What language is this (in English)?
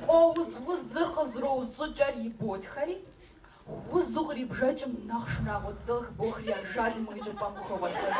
Kabardian